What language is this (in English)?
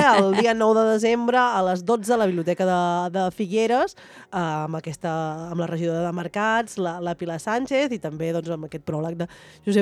Catalan